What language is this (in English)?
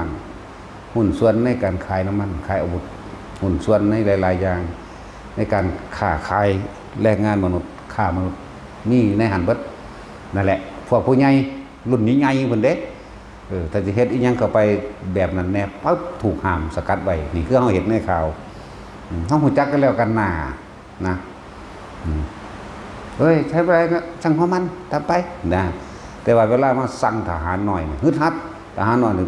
Northeastern Thai